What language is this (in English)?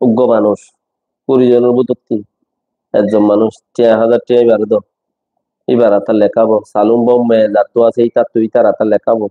Rohingya